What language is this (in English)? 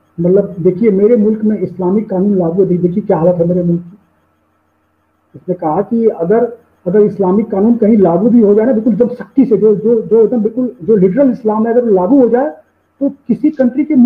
Hindi